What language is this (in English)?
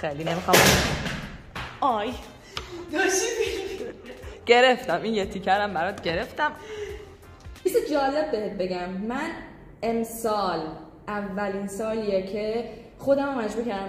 Persian